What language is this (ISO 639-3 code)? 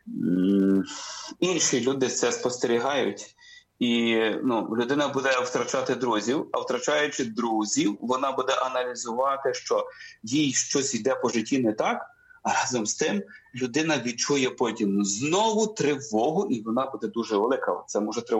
ukr